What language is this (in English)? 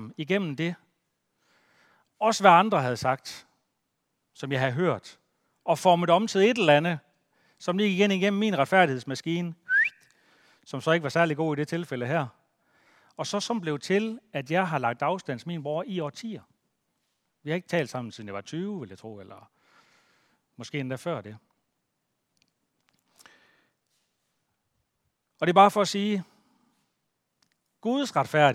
Danish